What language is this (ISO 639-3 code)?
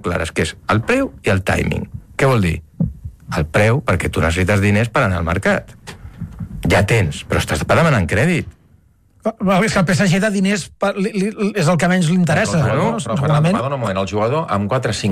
cat